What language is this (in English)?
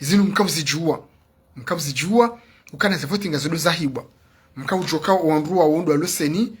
Ngazidja Comorian